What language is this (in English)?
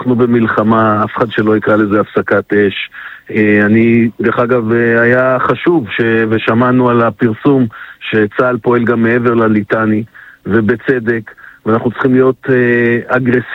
Hebrew